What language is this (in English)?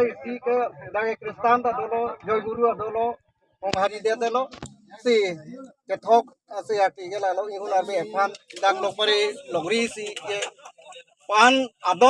Karbi